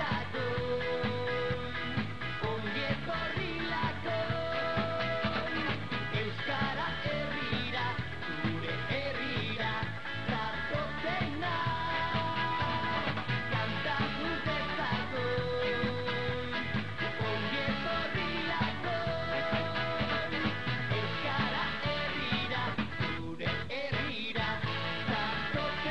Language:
Basque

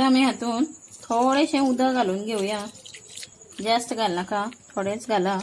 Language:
Konkani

